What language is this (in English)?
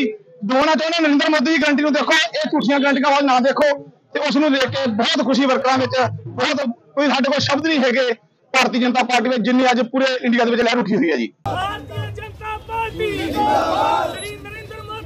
Punjabi